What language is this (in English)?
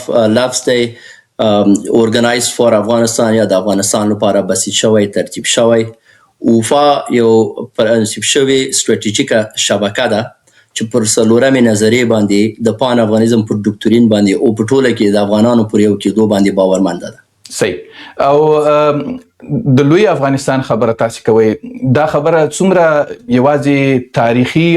Pashto